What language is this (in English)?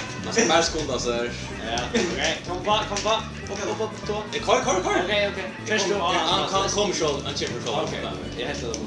Faroese